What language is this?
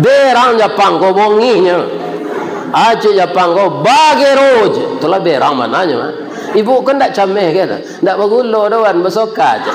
Minangkabau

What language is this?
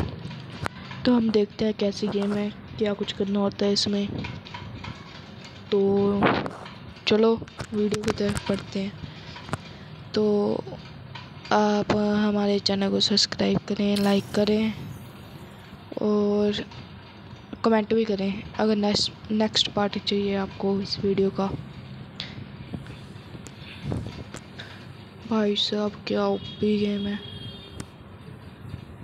Hindi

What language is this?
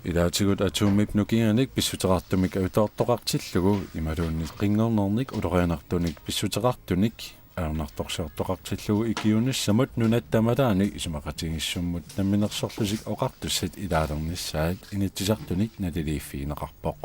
Kalaallisut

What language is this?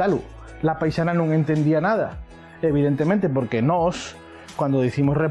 Asturian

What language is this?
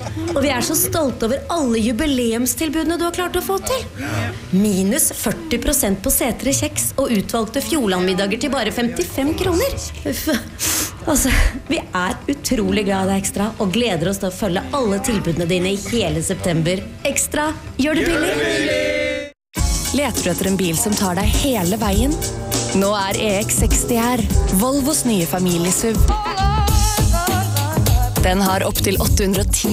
Norwegian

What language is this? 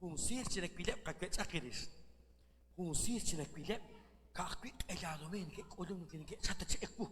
Kekchí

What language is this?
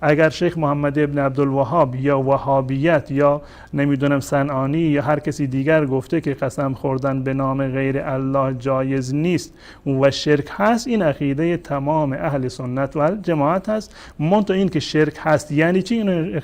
Persian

